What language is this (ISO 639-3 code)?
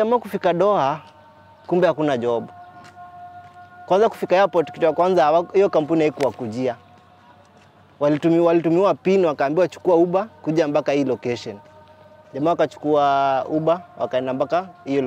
swa